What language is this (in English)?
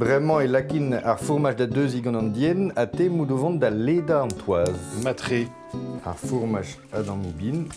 Breton